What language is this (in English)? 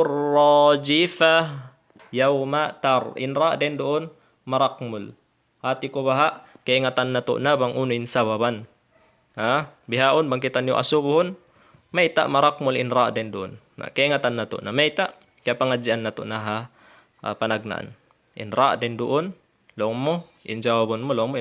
Tausug